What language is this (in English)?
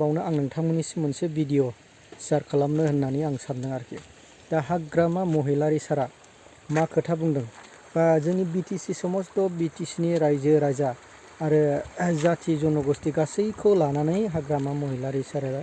Bodo